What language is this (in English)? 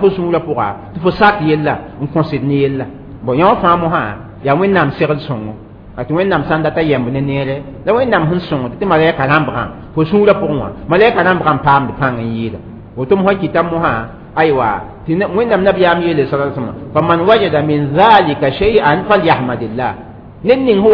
Mossi